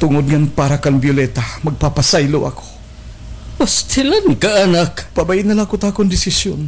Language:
Waray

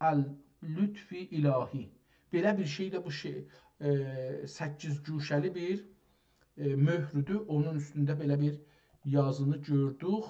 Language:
South Azerbaijani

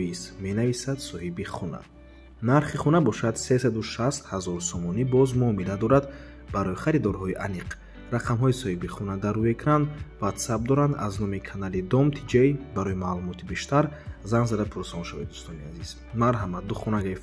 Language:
Tajik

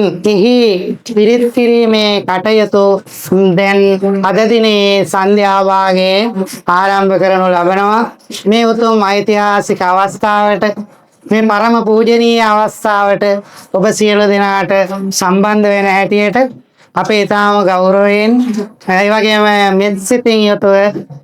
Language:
Sinhala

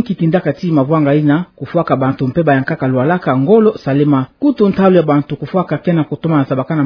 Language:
Kituba (Democratic Republic of Congo)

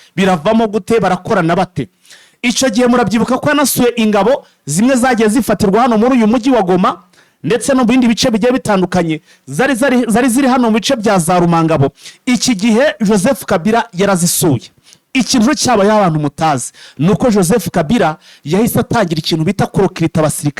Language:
Kinyarwanda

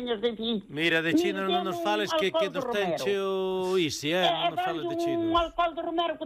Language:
Galician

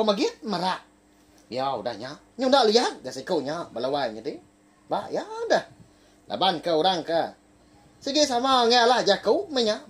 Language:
Iban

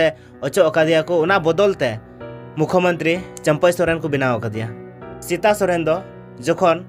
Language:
Santali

